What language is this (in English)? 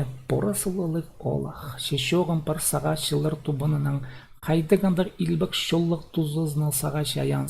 Khakas